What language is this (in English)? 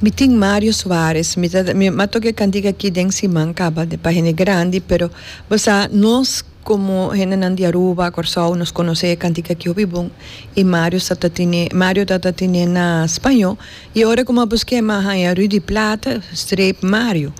Papiamento